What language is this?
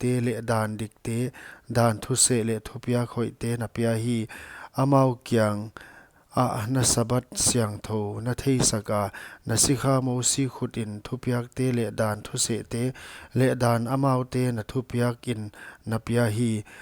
Paite Chin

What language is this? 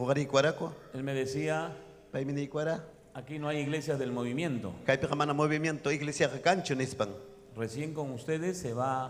Ayacucho Quechua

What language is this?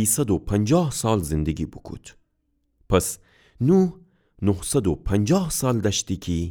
Gilaki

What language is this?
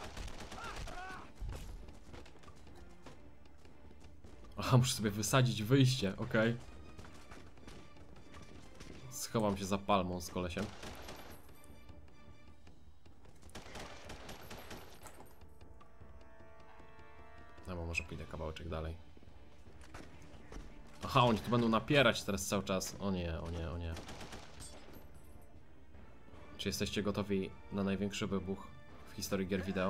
Polish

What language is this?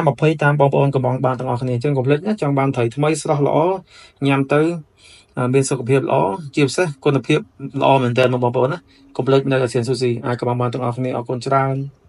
Khmer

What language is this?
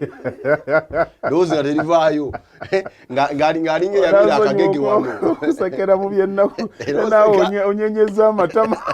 Ganda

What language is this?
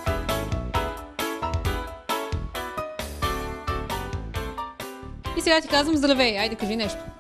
Bulgarian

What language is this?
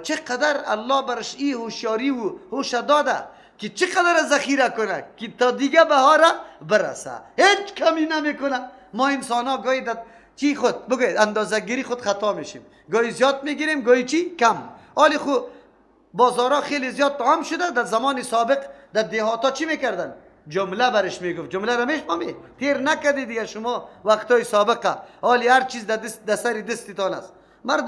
Persian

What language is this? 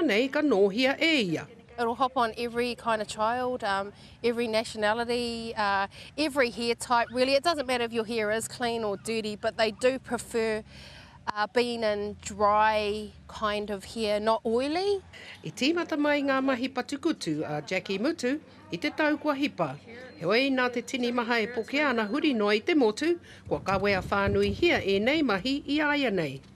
Māori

